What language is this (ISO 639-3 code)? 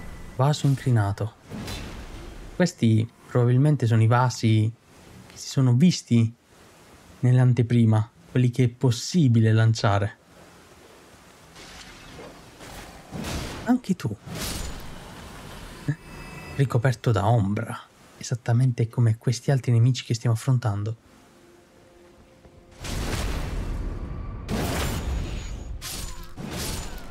ita